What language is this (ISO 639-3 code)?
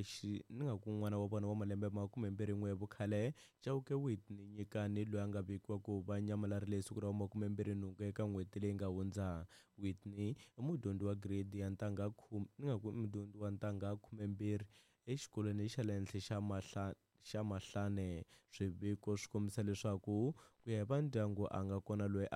tso